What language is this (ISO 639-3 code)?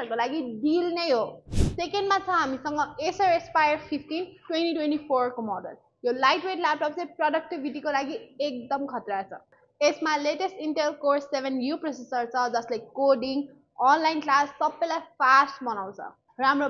nep